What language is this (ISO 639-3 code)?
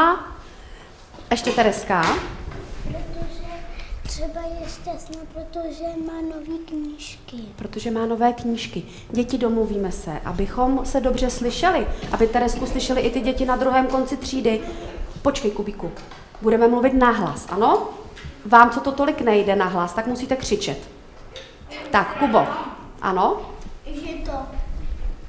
ces